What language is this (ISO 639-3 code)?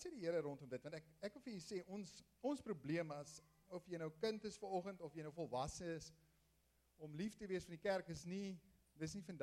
afr